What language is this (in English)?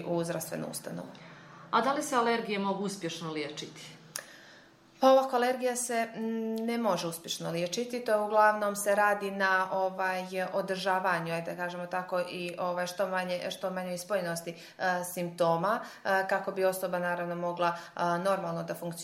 Serbian